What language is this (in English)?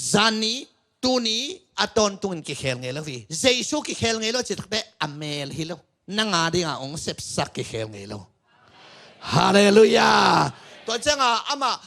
Tedim Chin